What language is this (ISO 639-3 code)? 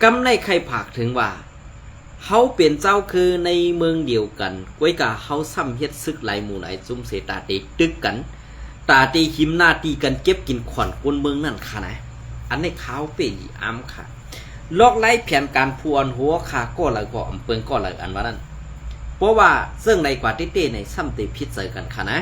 shn